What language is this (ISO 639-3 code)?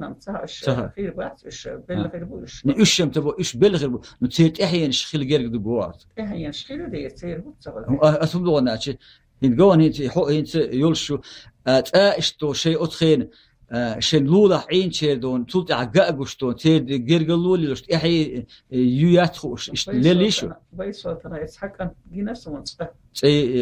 che